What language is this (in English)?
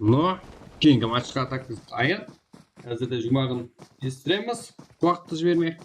Kara-Kalpak